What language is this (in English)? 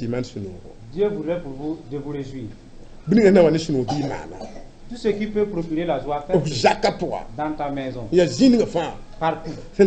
Mossi